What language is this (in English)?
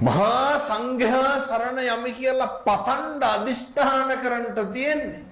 Sinhala